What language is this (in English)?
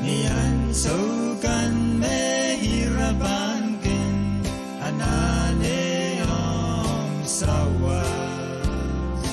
Pohnpeian